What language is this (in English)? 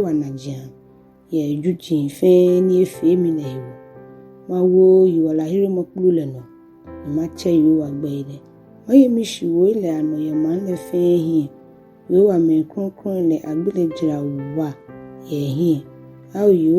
Ga